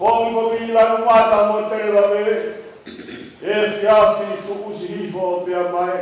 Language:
Tongan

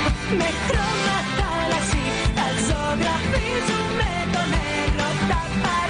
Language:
Greek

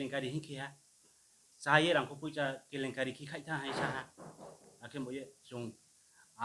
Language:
Riang (India)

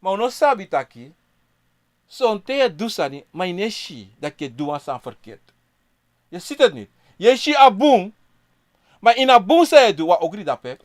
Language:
Sranan Tongo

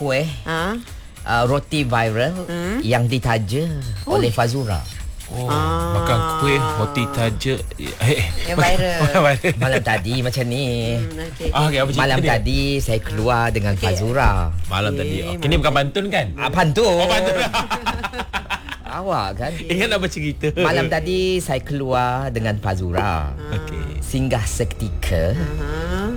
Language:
Malay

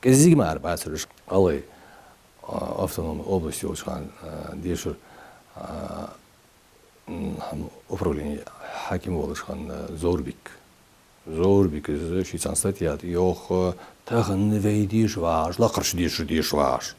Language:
Ingush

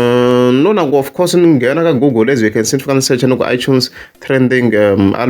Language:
Tsonga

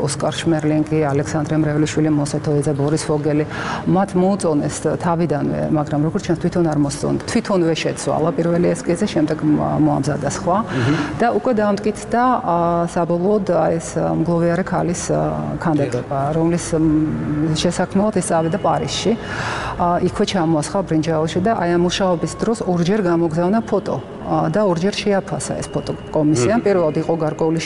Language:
Georgian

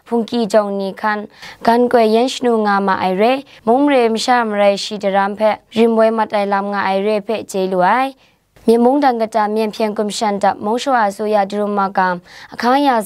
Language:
Kachin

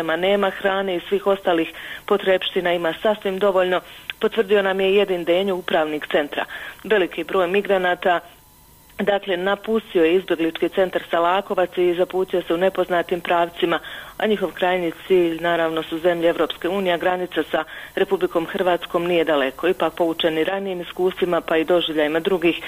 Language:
Bosnian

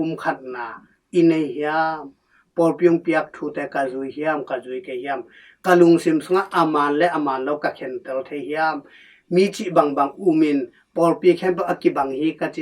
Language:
Tedim Chin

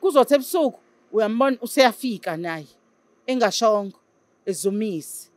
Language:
Zulu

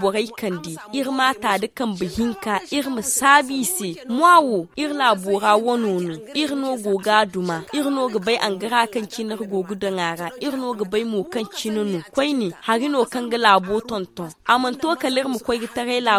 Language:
Zarma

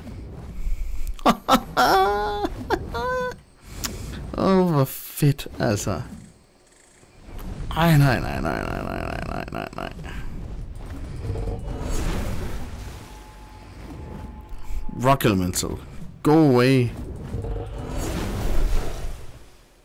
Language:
Danish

